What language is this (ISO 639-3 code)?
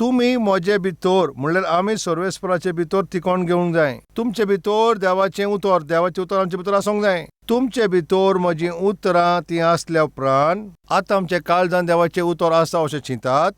kok